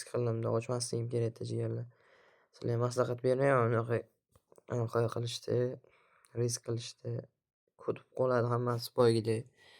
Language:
Uzbek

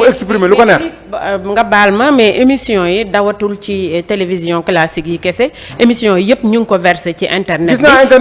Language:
Wolof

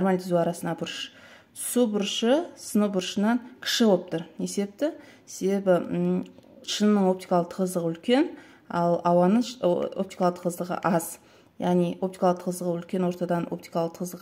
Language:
Kazakh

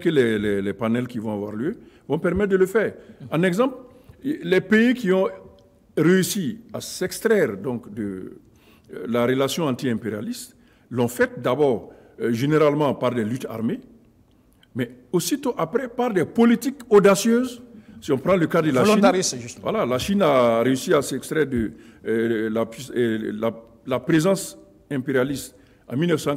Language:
French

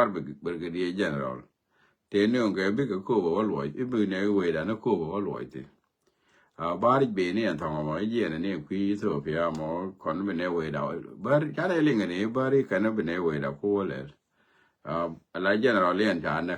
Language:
Nuer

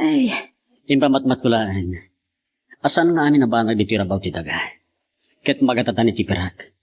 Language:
Iloko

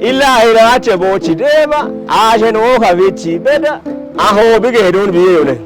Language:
Kafa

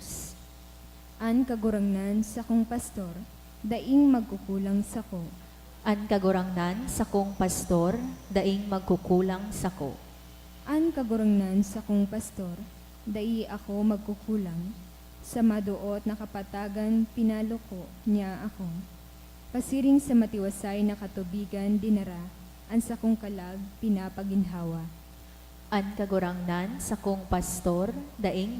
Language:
Bikol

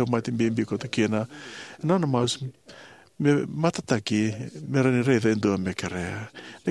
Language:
Fijian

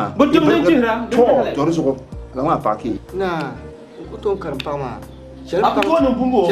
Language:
Dagbani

